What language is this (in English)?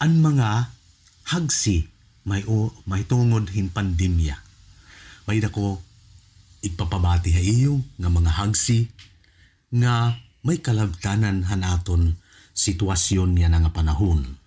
Waray